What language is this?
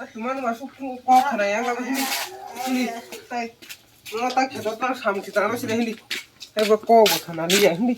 Kok Borok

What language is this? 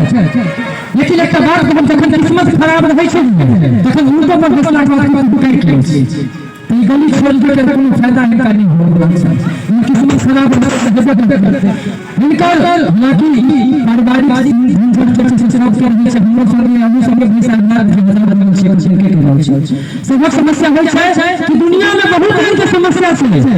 Maithili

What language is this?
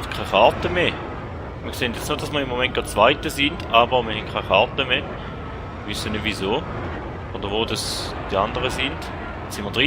Swiss German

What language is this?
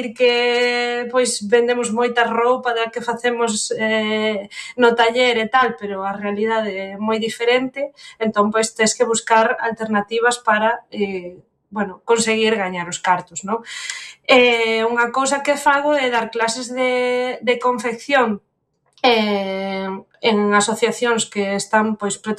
Galician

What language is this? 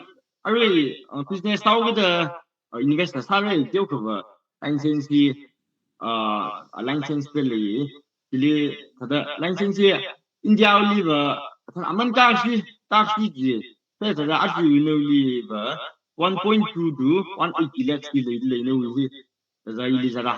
Tangkhul Naga (India)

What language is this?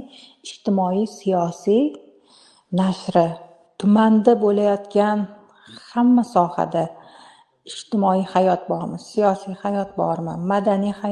Uzbek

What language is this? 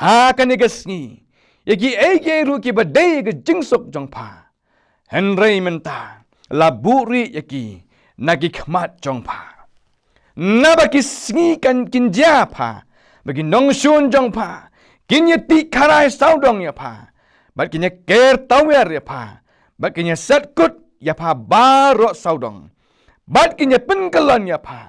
Khasi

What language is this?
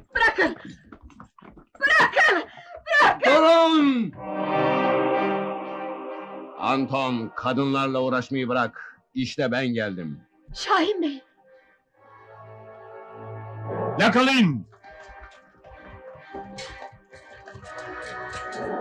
Turkish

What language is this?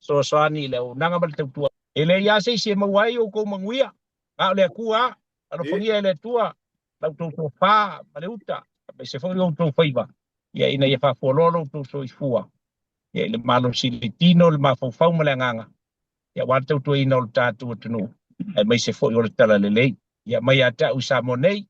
Samoan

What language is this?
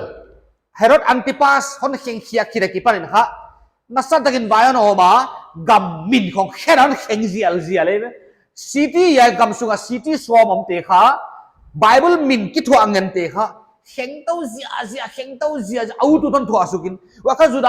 Paite Chin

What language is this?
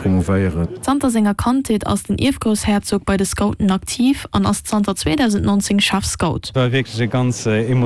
Luxembourgish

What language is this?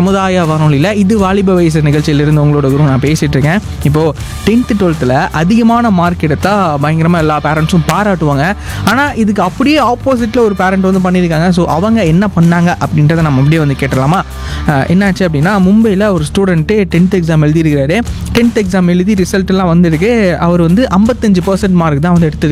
Tamil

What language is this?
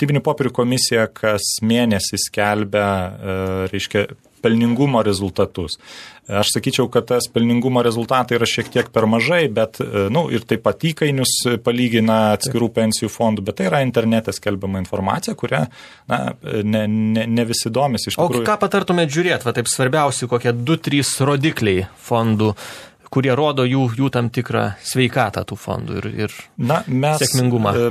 Lithuanian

